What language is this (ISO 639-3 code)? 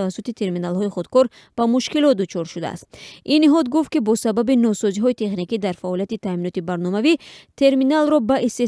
tgk